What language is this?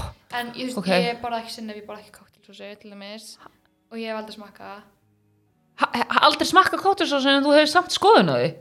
Icelandic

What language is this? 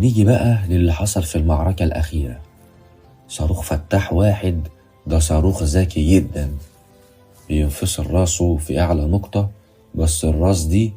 Egyptian Arabic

